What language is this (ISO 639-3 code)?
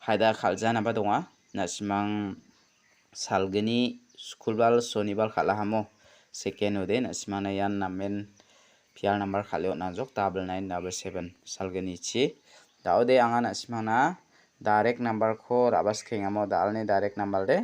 grt